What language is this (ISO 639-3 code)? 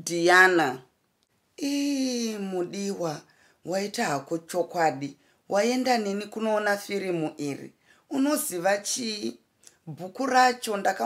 sna